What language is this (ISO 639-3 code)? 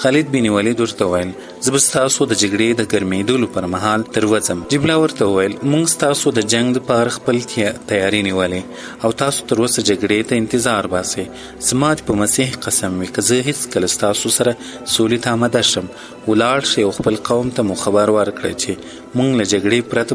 pus